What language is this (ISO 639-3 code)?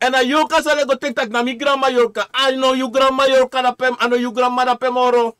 srn